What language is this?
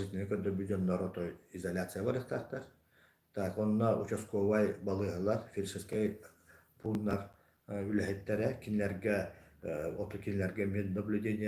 Yakut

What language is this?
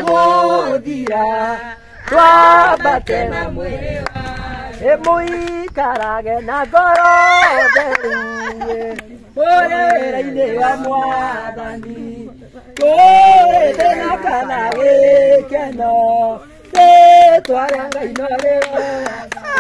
Kikuyu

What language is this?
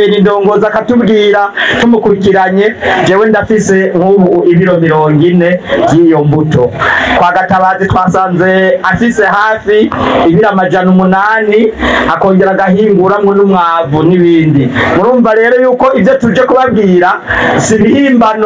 Rundi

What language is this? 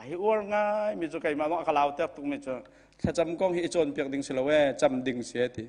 Hakha Chin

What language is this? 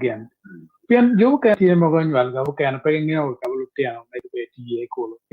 Acoli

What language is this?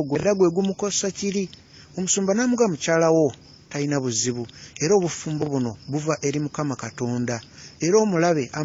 Ganda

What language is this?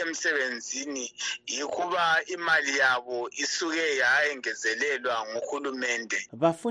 North Ndebele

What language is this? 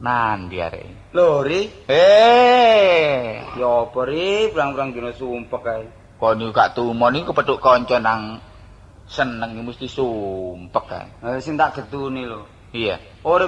Javanese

